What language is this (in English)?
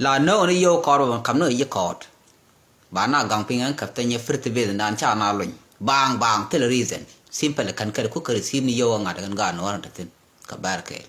Nuer